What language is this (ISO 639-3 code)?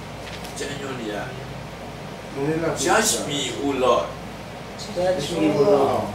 mya